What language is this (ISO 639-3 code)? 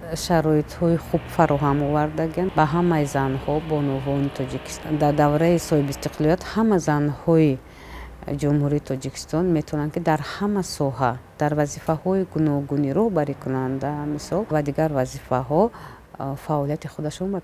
tgk